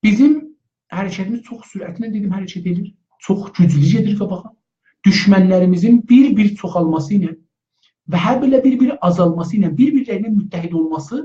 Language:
South Azerbaijani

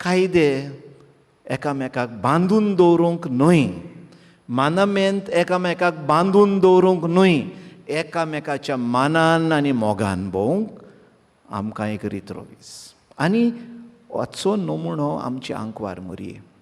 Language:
Konkani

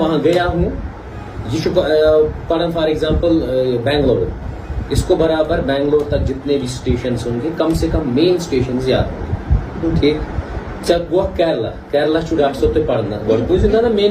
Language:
Kashmiri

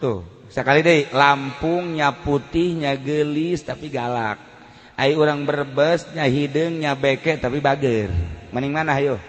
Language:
Sundanese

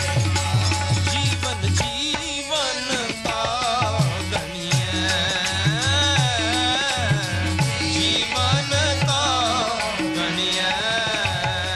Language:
Hindi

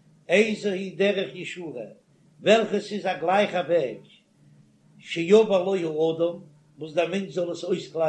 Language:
Yiddish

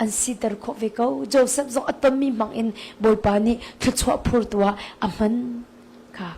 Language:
Hakha Chin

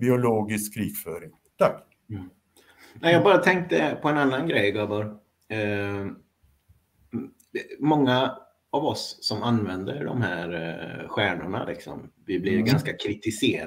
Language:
Swedish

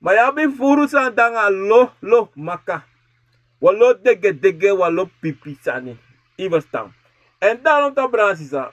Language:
Sranan Tongo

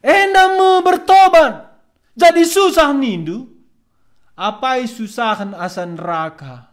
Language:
Batak Karo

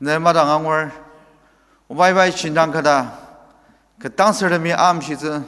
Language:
Ao Naga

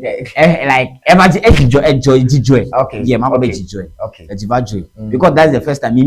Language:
Ewe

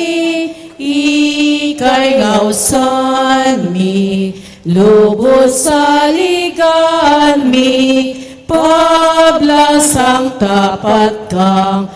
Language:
Pampanga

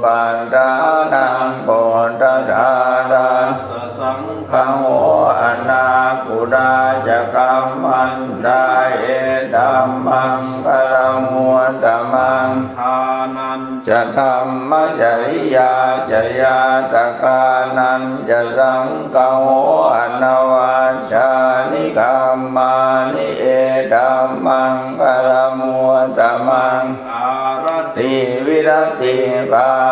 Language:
Pali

